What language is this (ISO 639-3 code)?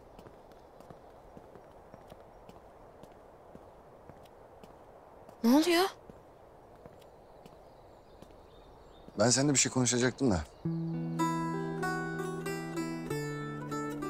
tur